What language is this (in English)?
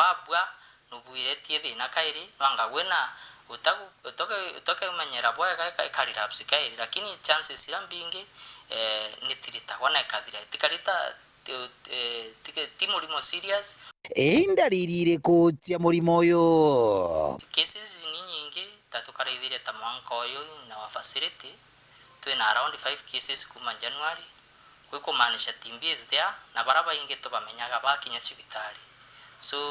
Meru